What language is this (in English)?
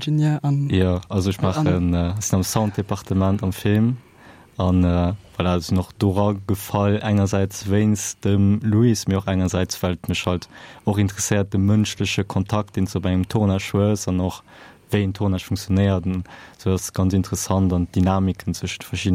Luxembourgish